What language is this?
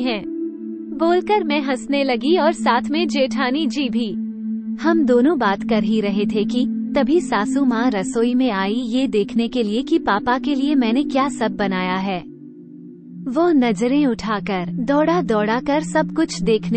Hindi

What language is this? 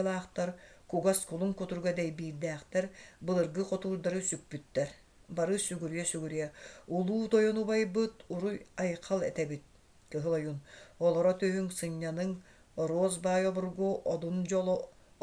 Yakut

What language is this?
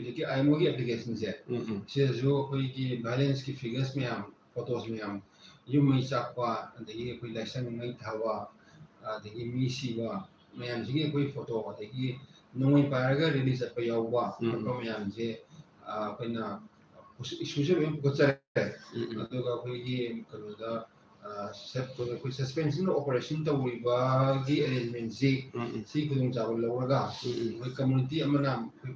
Manipuri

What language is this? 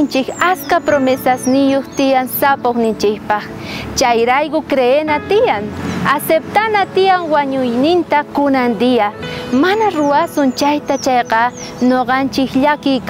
South Bolivian Quechua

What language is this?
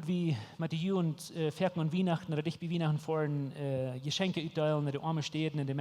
Plautdietsch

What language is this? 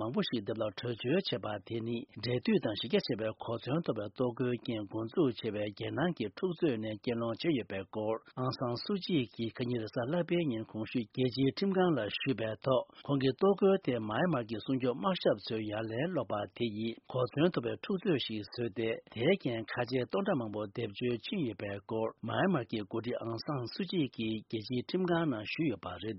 Tibetan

